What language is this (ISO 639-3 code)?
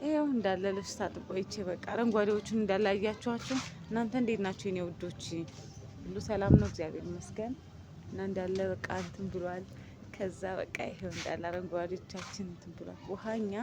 amh